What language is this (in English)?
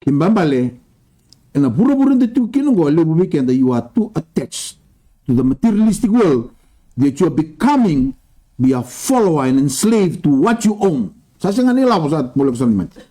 Fijian